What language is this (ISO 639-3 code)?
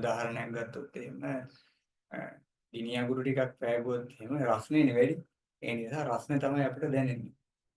sin